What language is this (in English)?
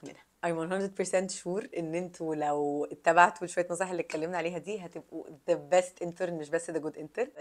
Egyptian Arabic